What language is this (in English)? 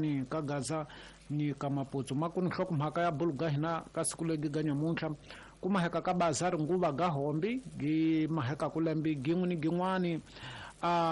Tsonga